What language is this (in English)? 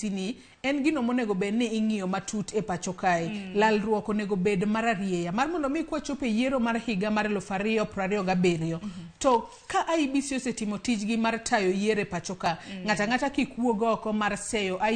Luo (Kenya and Tanzania)